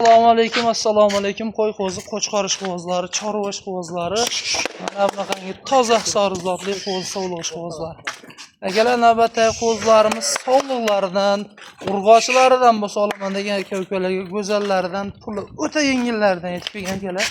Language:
Uzbek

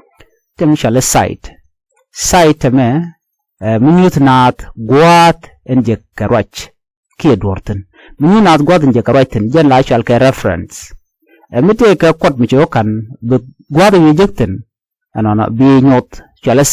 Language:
Nuer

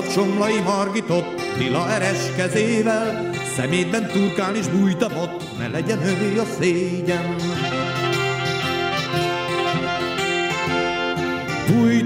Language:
Hungarian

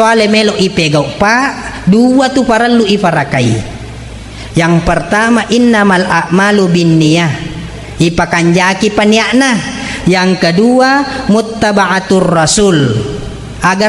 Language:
Buginese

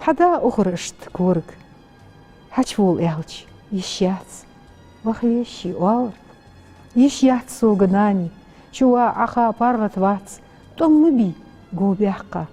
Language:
Ingush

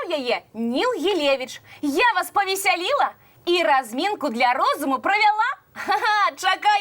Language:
Belarusian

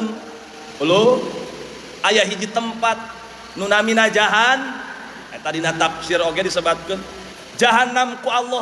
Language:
Sundanese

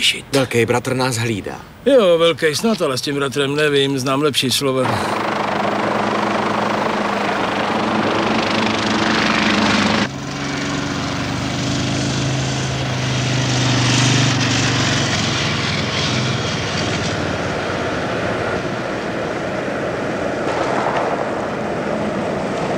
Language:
Czech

